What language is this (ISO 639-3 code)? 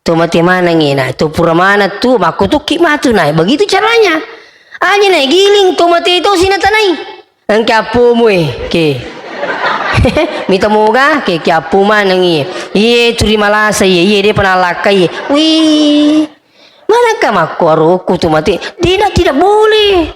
bug